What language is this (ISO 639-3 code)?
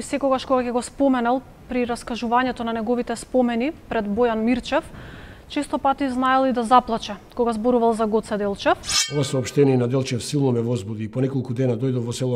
mkd